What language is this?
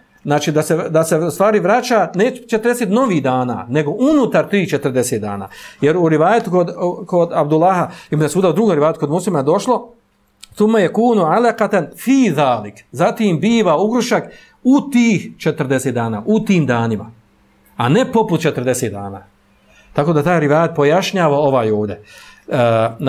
Bosnian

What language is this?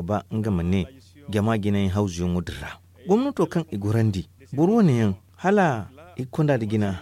Zarma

